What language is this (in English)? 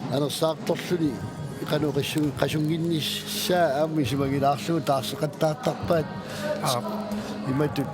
Kalaallisut